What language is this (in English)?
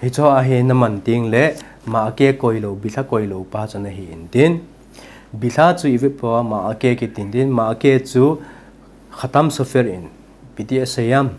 Thado Chin